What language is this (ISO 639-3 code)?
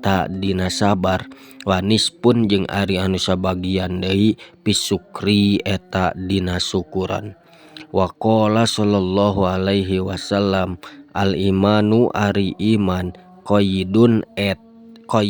sun